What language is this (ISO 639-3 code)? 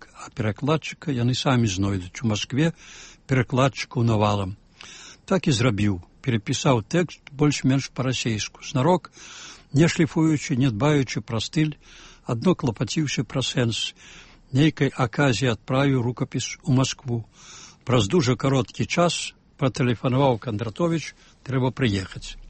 bel